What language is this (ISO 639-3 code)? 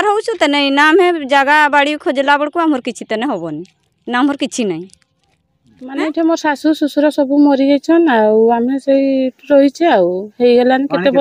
sat